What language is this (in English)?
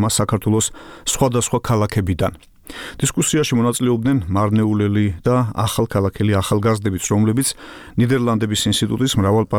Georgian